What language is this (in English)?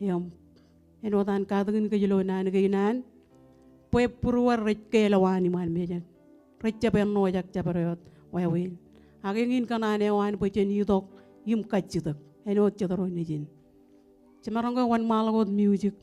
Marshallese